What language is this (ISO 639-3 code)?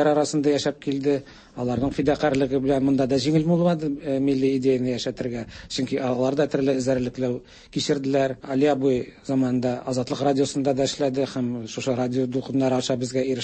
tat